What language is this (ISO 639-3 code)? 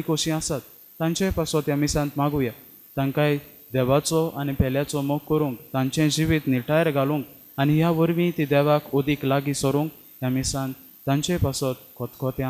kok